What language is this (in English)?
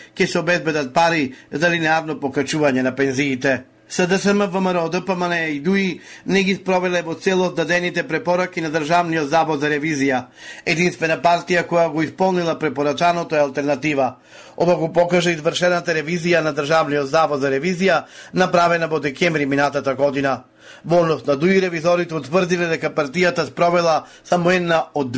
Macedonian